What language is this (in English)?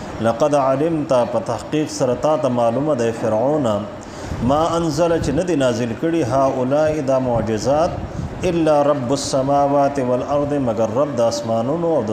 Pashto